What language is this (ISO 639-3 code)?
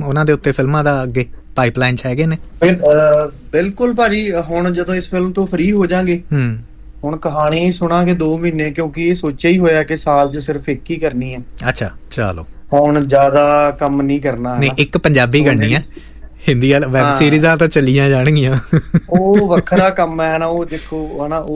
pan